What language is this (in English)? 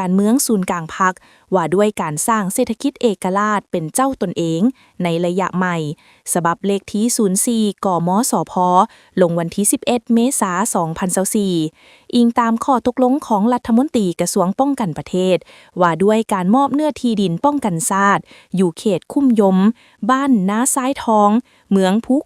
Lao